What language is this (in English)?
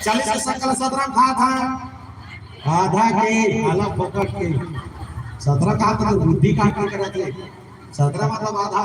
Chhattisgarhi